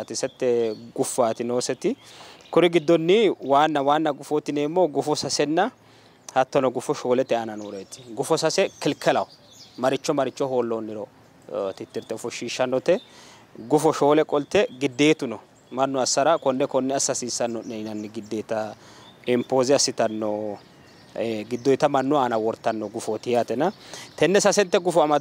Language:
Sidamo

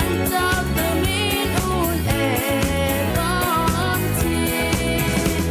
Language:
Rumai Palaung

